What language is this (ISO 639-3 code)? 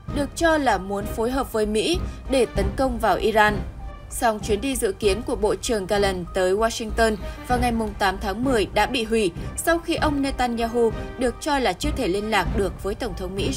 vie